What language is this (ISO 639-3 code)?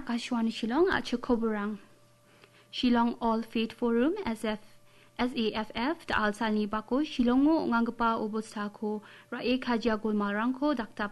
grt